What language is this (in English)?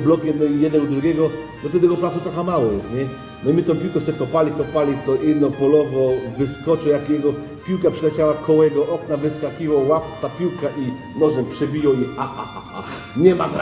Silesian